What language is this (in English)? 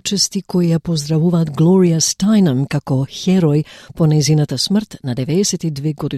Macedonian